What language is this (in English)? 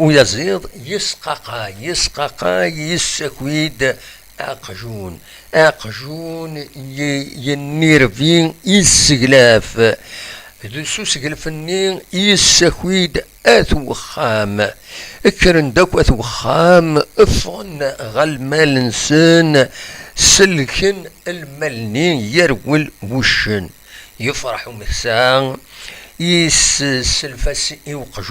Kabyle